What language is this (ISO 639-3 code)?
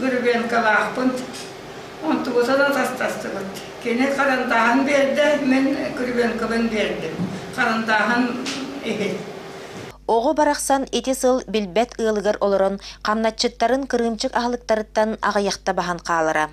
sah